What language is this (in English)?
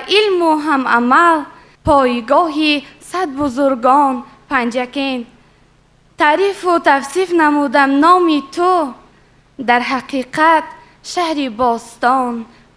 Tajik